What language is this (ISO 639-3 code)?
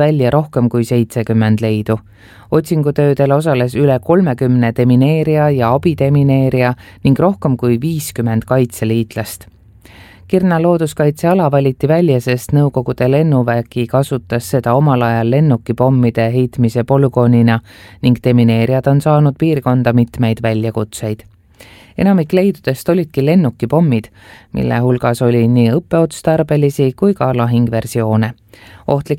est